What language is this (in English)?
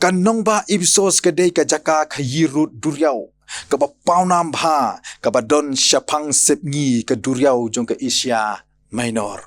Khasi